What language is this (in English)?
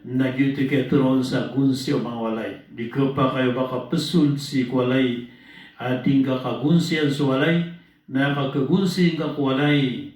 Maranao